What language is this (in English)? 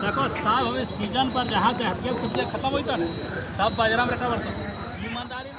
Santali